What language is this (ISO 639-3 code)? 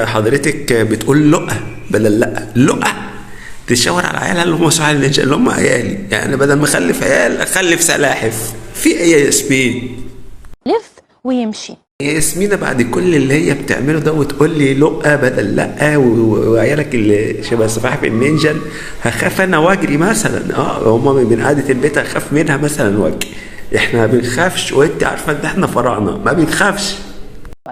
arz